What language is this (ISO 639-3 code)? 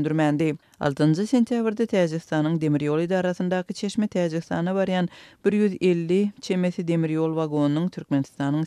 tuk